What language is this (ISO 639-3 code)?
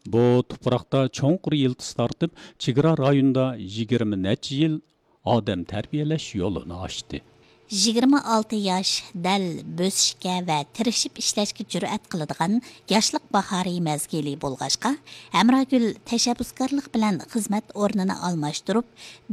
uig